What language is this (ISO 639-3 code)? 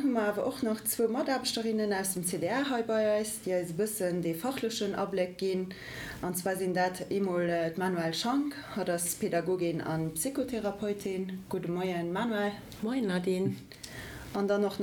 ltz